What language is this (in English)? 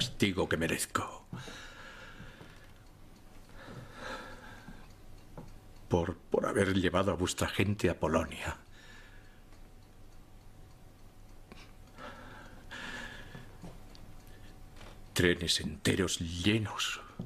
Spanish